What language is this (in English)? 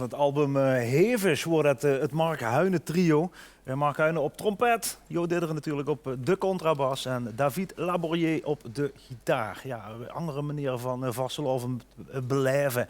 Limburgish